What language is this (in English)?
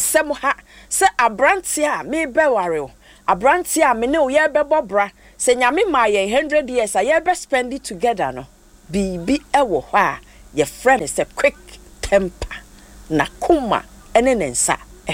Akan